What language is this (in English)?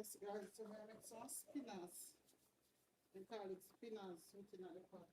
Jamaican Creole English